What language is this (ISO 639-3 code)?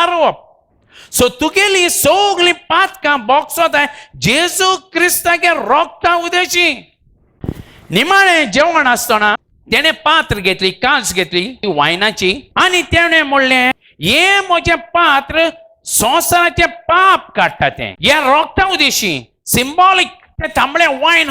kok